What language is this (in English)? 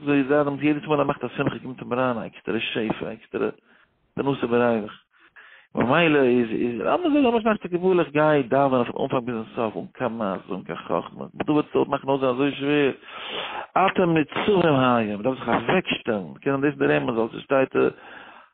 Yiddish